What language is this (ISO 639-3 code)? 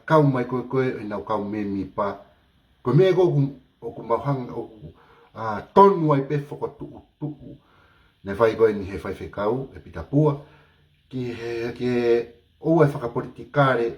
ton